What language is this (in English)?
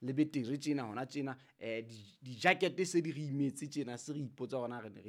Southern Sotho